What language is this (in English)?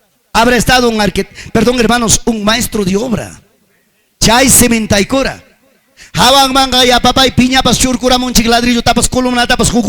Ayacucho Quechua